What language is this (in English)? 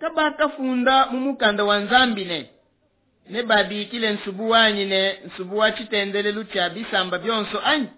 Luba-Lulua